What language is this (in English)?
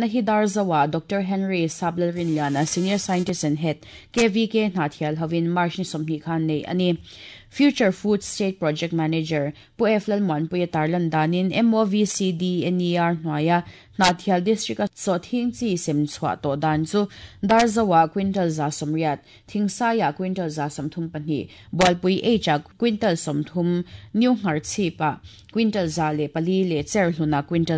Mizo